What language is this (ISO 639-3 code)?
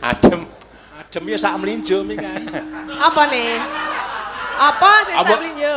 jav